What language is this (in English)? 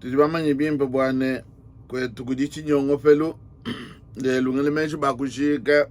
Luba-Lulua